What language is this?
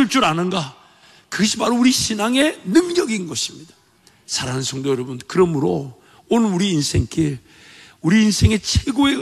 Korean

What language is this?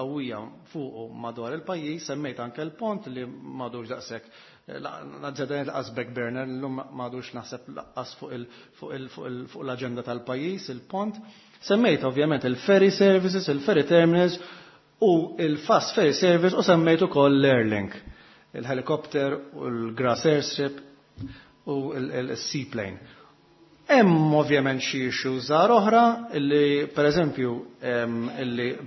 Maltese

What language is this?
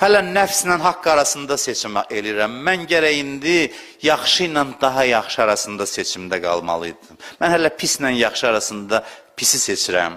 Azerbaijani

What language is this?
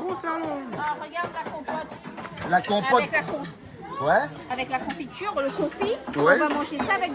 Réunion Creole French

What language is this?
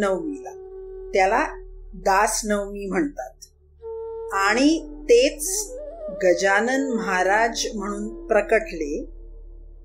Marathi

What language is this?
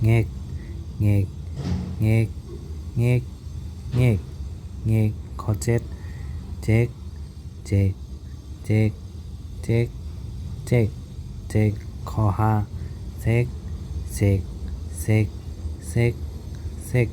Shan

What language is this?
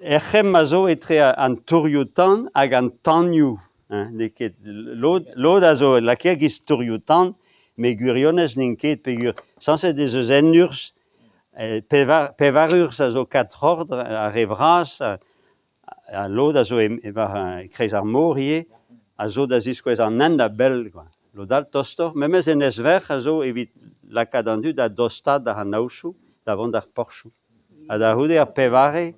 Breton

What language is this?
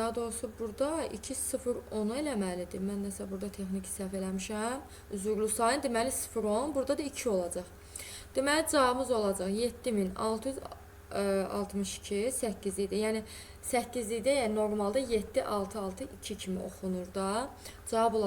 Azerbaijani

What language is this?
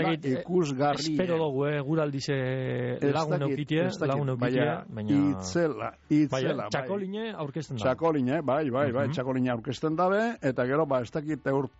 Basque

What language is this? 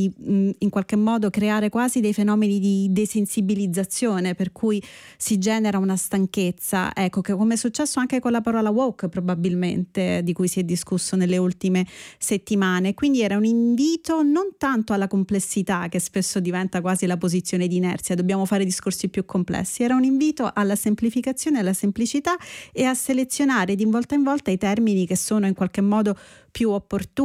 Italian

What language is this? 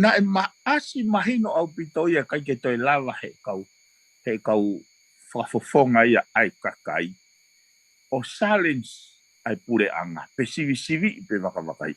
Tongan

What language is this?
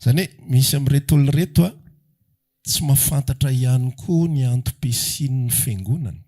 Malagasy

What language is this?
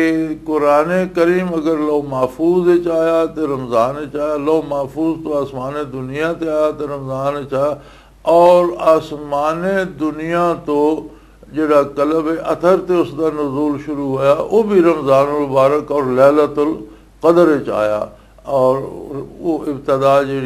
Western Panjabi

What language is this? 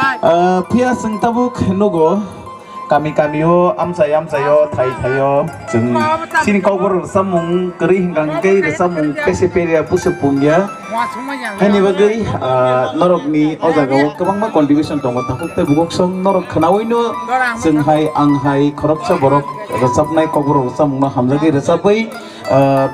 Kok Borok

